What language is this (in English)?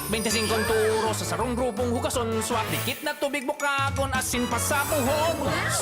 Bikol